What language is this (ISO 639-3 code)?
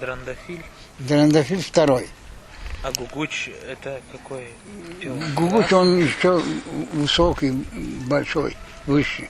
crh